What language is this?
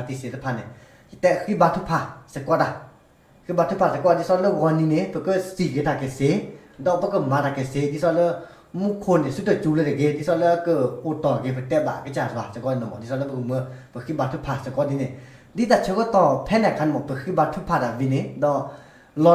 S'gaw Karen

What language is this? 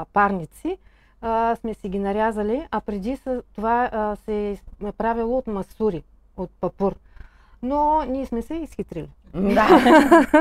Bulgarian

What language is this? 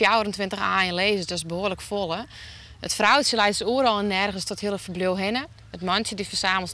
Western Frisian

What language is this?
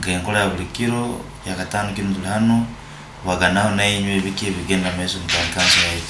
Nyoro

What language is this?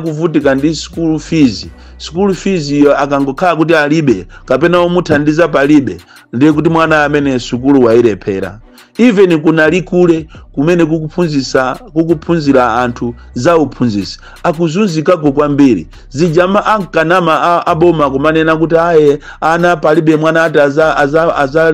Nyanja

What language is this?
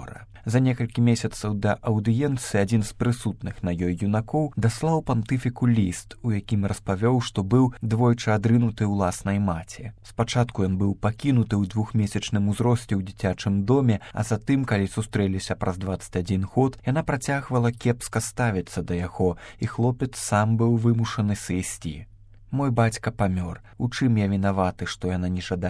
Belarusian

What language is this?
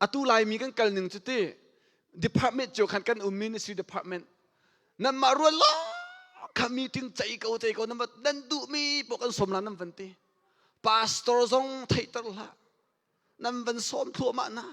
Hakha Chin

